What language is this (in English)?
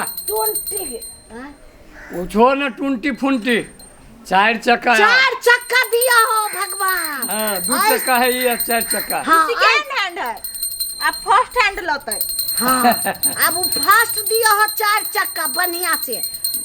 Maithili